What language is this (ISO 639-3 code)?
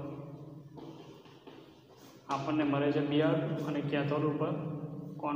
guj